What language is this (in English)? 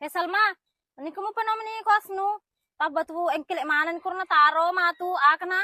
Buginese